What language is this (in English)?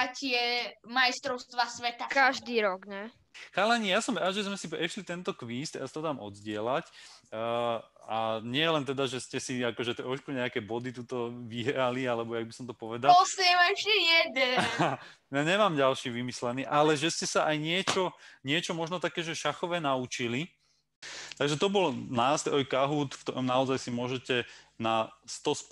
Slovak